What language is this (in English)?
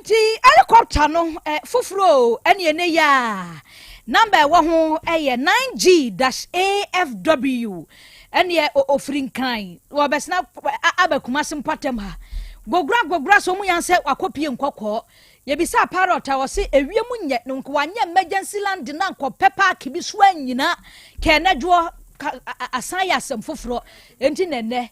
Akan